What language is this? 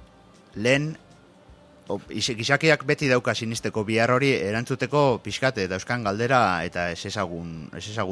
Basque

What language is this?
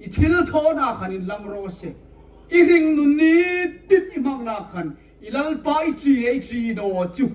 Hmar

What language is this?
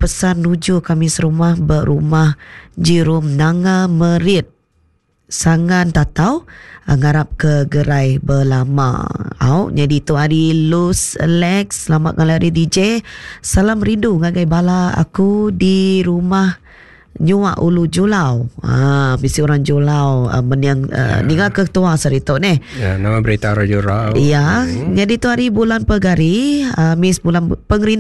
Iban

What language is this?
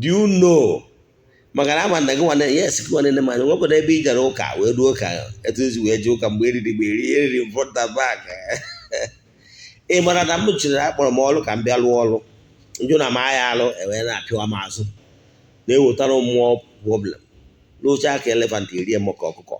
Igbo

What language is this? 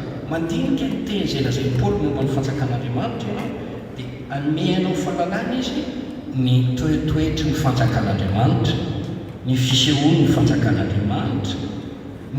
Malagasy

